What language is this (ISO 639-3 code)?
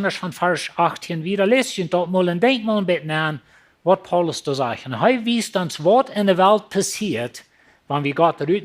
pdt